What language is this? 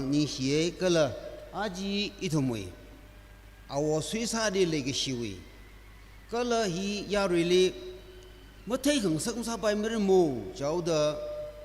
Tangkhul Naga (India)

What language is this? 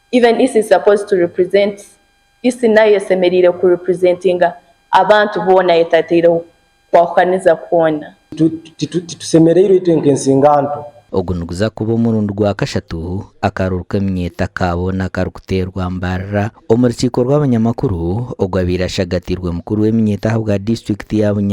Nyankole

